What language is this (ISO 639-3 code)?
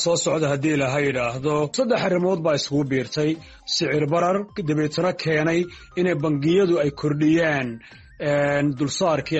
som